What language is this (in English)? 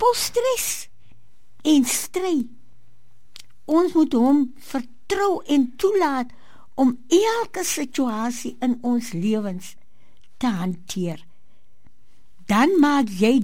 Afrikaans